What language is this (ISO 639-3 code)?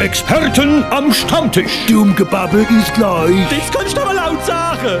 pfl